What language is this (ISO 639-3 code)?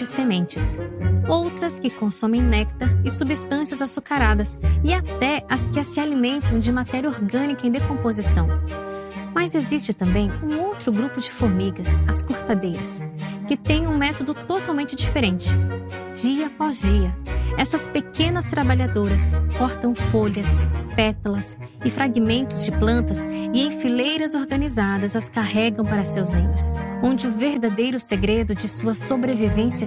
por